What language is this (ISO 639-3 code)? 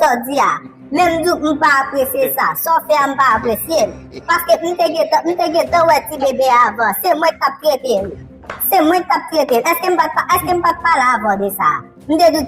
hat